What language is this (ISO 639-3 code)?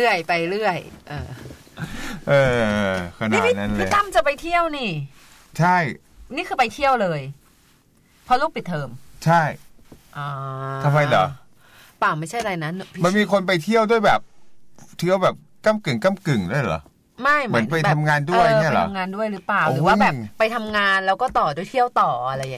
tha